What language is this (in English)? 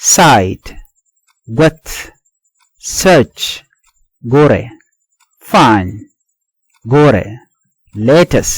Nuer